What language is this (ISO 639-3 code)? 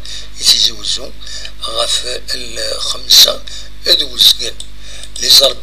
kab